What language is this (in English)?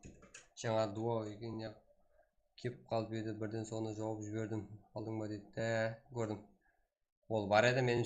Kara-Kalpak